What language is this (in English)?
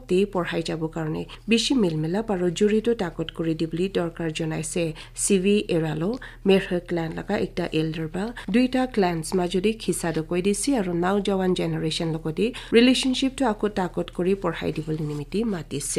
Naga Pidgin